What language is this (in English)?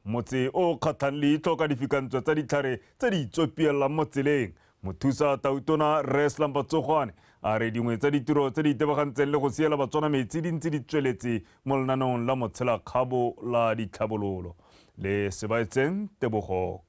Tswana